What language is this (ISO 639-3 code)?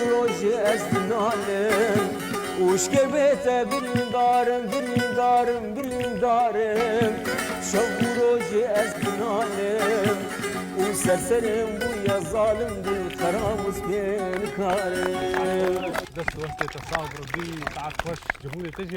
kur